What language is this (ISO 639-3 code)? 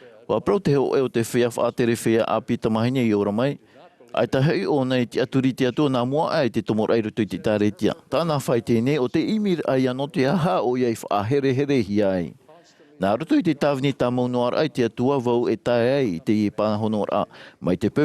tah